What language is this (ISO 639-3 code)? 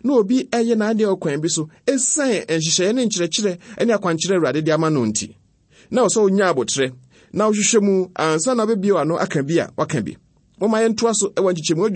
aka